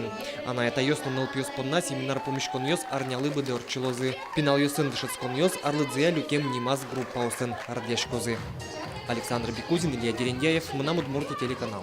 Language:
Udmurt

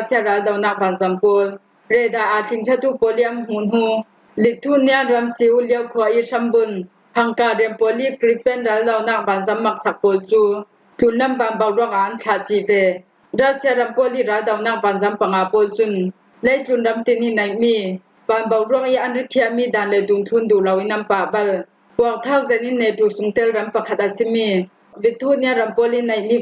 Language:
Falam Chin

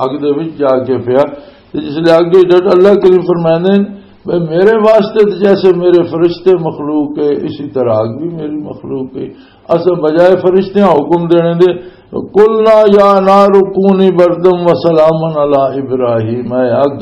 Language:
Western Panjabi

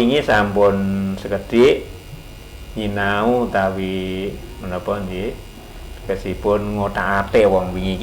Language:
Javanese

